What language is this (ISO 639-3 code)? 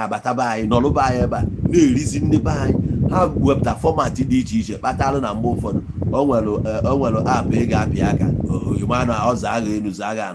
ibo